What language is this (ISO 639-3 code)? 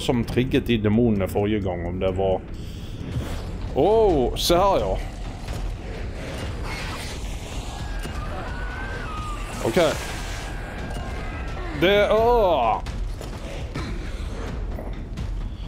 nor